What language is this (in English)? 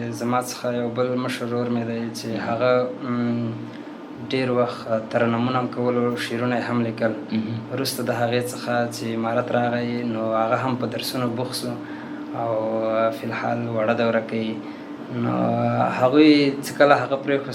Pashto